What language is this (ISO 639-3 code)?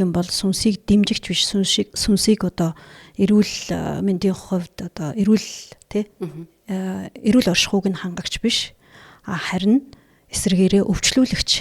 mon